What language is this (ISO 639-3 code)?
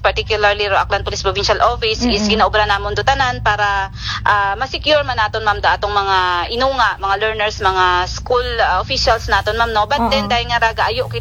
akl